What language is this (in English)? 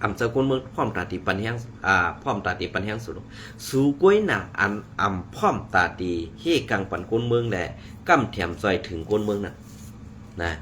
Shan